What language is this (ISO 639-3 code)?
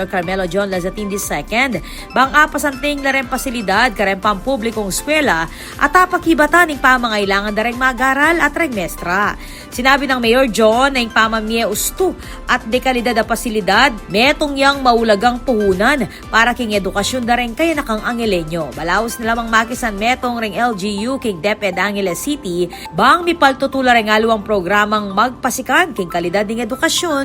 pam